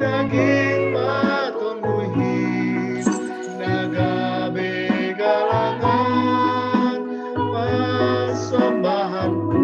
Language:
Batak Simalungun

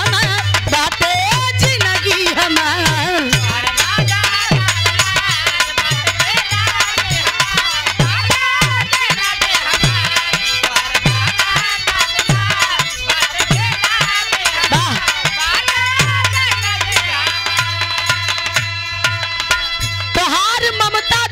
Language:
Bhojpuri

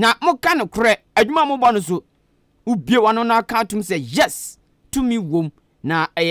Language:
Akan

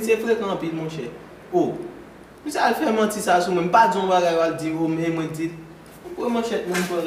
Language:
Haitian Creole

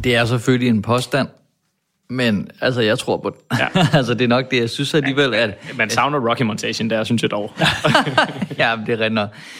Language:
Danish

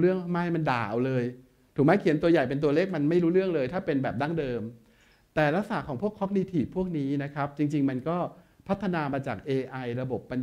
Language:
Thai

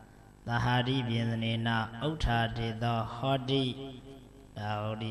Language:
Burmese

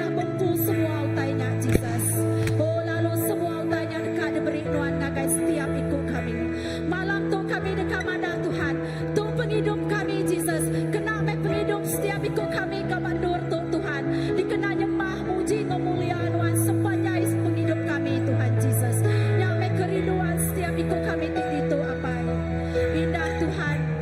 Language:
Iban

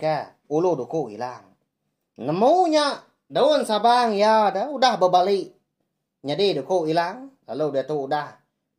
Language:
Iban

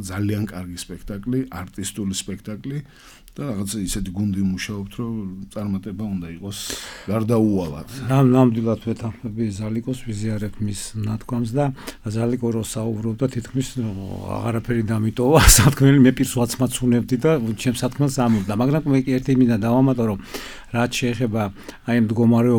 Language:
Georgian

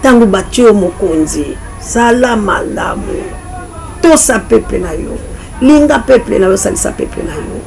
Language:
Lingala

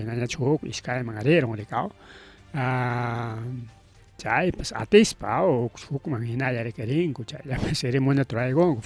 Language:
Ayacucho Quechua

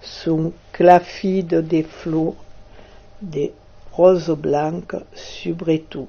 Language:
Occitan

